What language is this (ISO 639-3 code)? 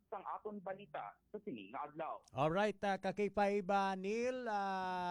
hil